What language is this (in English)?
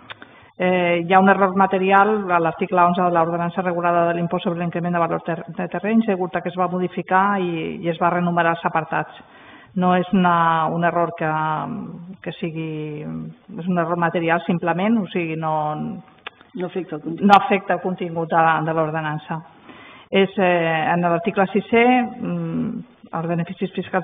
Catalan